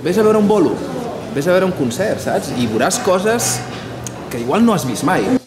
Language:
Catalan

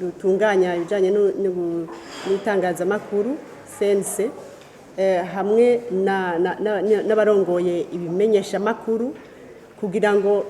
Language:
Rundi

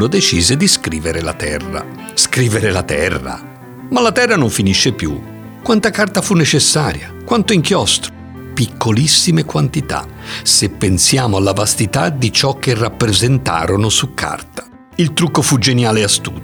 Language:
Italian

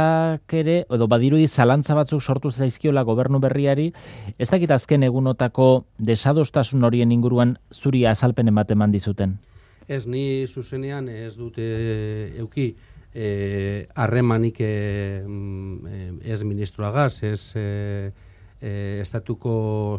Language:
Basque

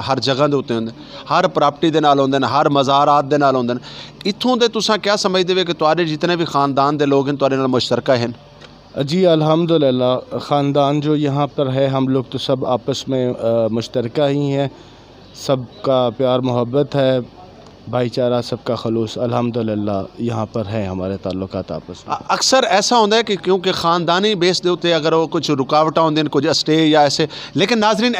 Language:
Saraiki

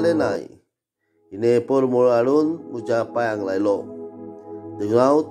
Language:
Konkani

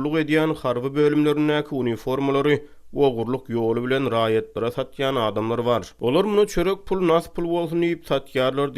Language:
Turkmen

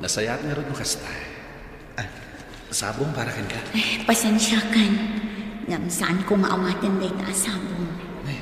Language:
Iloko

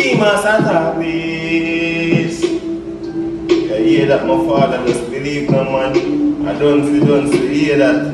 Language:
Jamaican Creole English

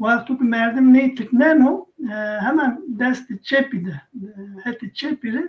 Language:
Zaza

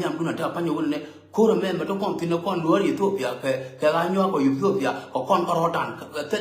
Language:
Nuer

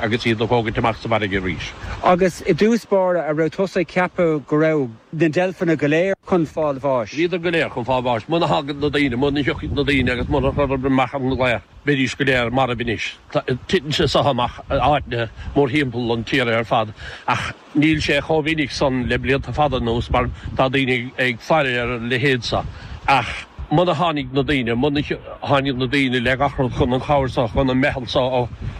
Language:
Irish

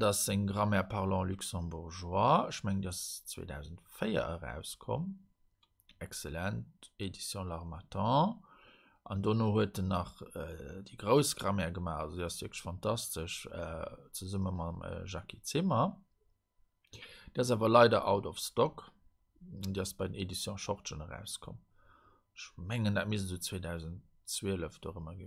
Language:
Luxembourgish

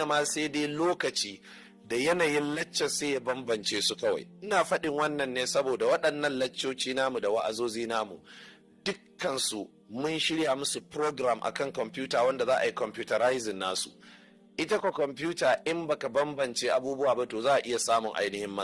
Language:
Hausa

